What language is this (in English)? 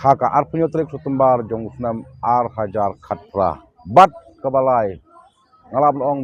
Khasi